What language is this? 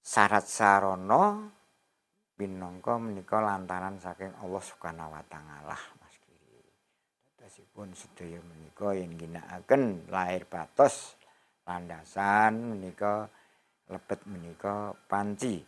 Javanese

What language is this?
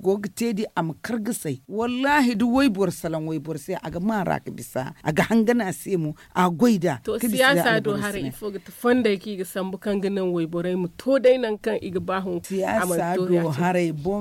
Zarma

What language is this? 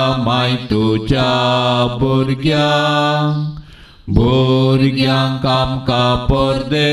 Konkani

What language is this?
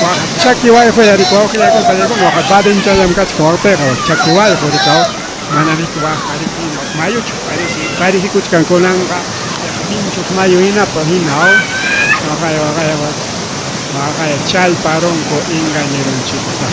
Ayacucho Quechua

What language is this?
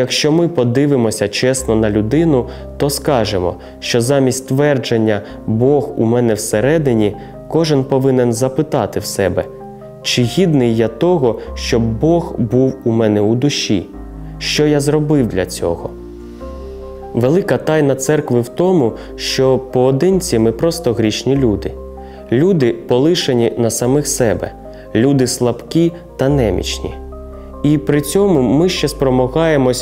Ukrainian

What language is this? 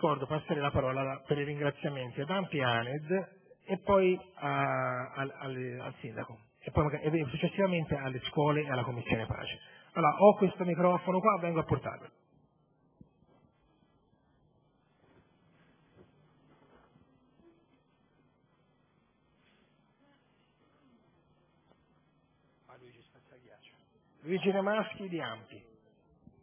Italian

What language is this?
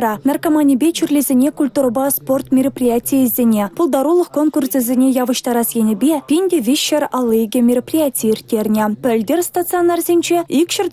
Chuvash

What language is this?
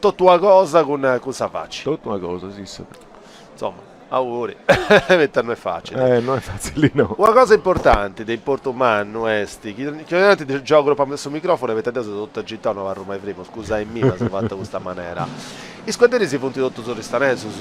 Sardinian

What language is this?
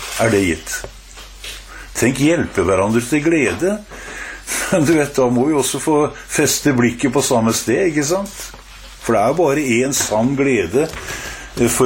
Norwegian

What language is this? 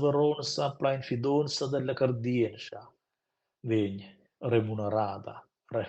Romansh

